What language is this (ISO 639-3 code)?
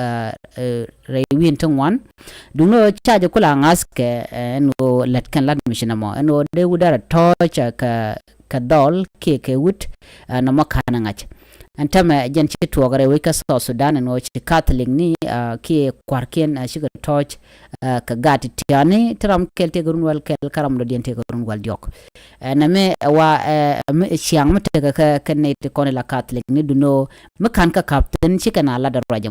nus